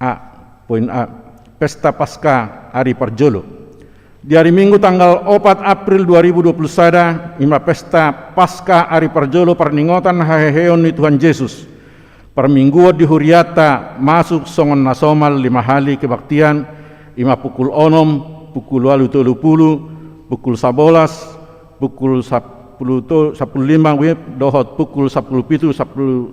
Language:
Batak Toba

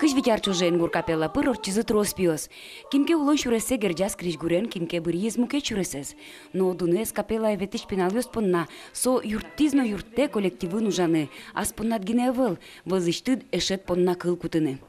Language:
Udmurt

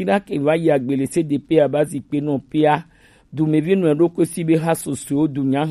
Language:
Gen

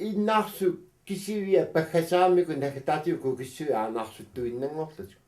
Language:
Kalaallisut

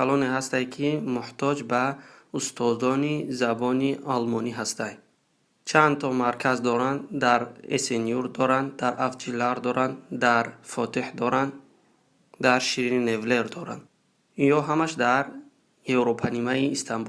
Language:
Tajik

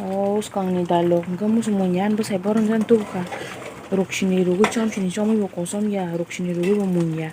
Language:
Kok Borok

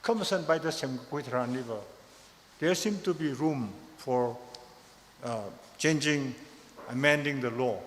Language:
Tangkhul Naga (India)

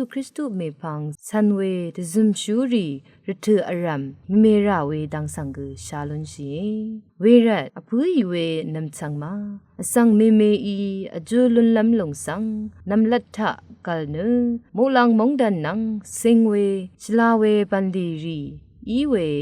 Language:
Rawang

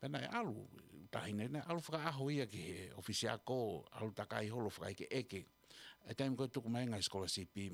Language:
Tongan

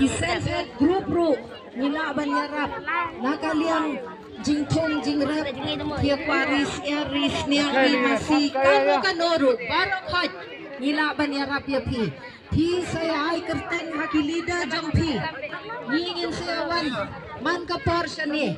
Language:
Khasi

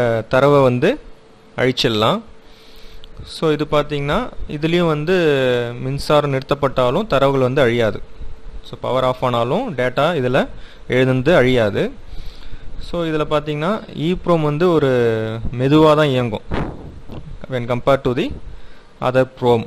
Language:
Tamil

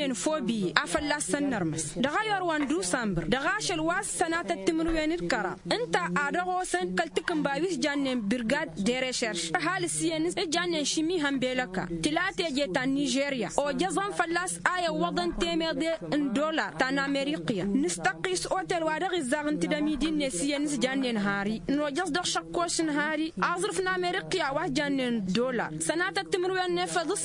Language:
Tamasheq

